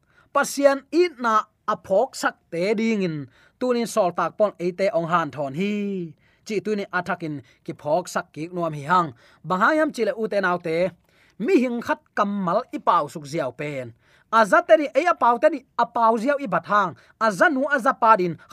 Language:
Tedim Chin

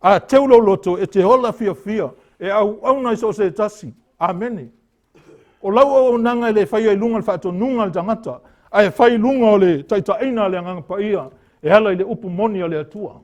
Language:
Samoan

